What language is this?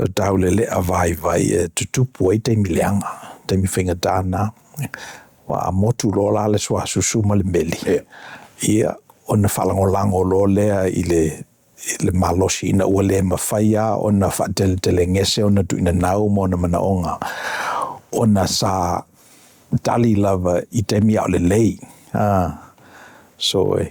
Samoan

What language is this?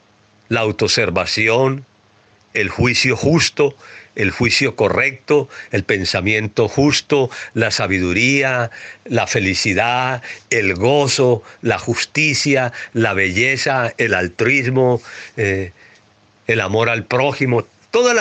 Spanish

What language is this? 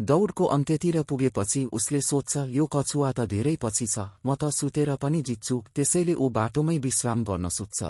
Nepali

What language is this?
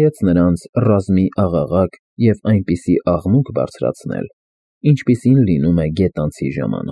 Armenian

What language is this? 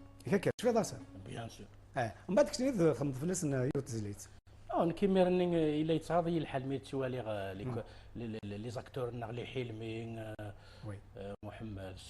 Kabyle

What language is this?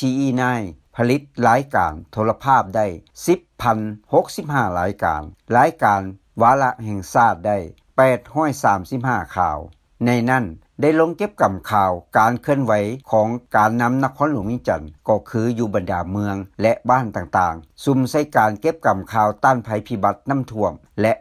Lao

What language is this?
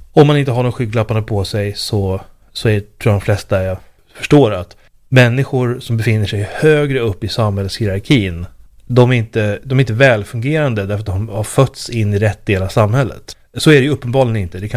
Swedish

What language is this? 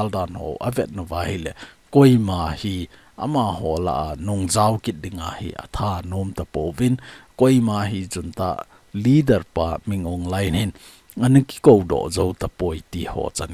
Thado Chin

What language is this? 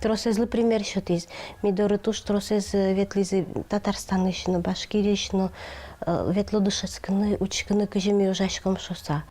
Udmurt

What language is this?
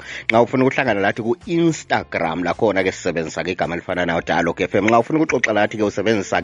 North Ndebele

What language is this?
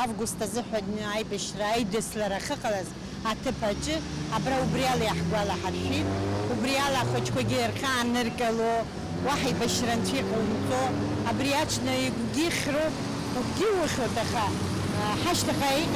Abkhazian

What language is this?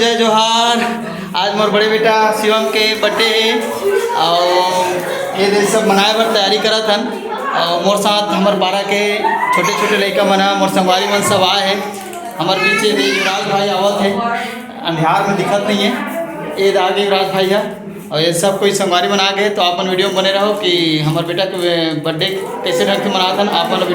Chhattisgarhi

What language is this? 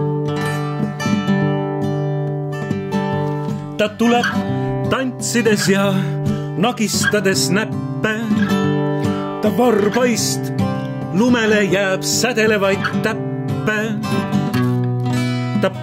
Estonian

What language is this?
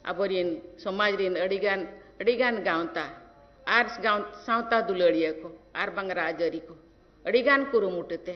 Santali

